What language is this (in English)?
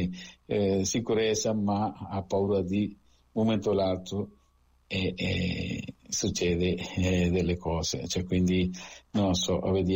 Italian